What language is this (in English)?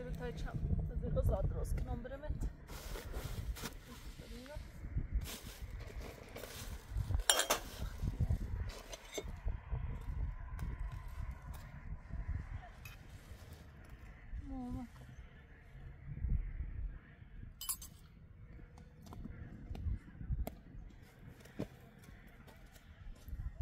Persian